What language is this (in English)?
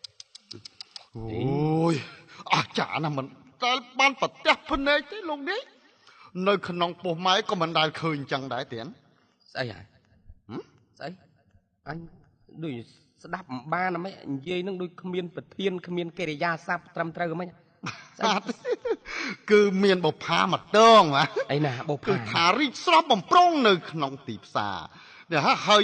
Khmer